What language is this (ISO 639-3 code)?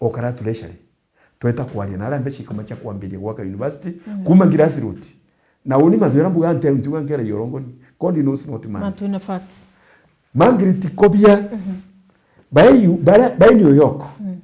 mer